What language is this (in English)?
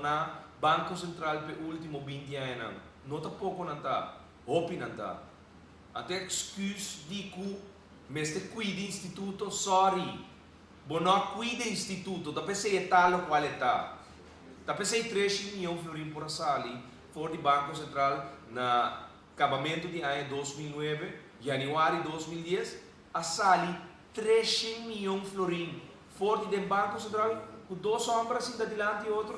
Papiamento